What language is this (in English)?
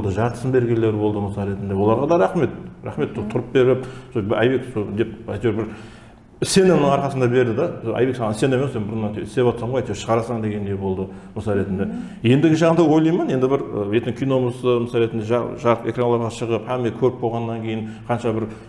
Kara-Kalpak